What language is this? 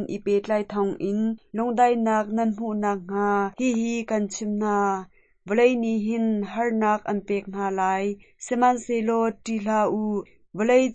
Hakha Chin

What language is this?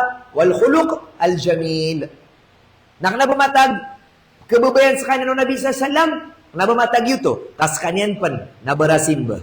Maranao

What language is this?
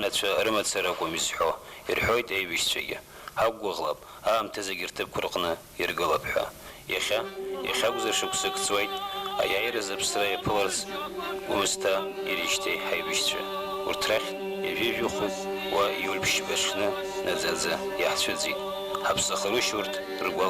Abkhazian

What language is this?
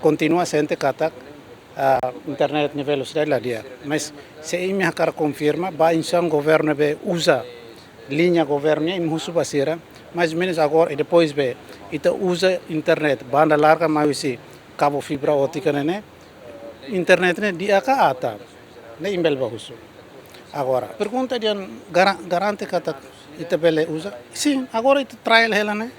Tetum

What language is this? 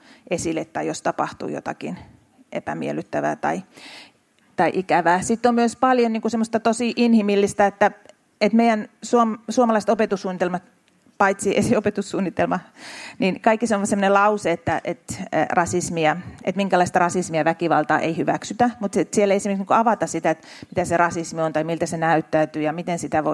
Finnish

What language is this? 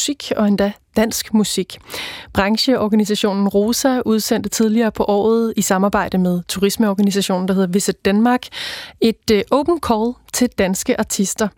Danish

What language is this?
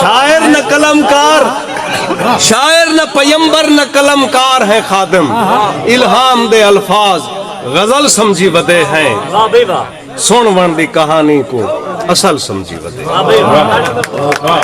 Saraiki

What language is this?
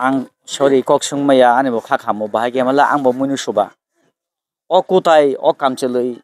Kok Borok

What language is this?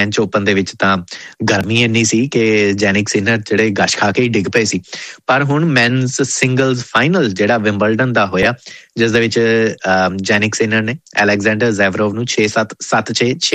Punjabi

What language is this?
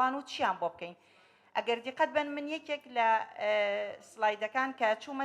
Central Kurdish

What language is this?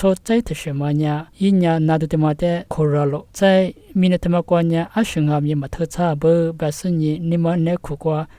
Lisu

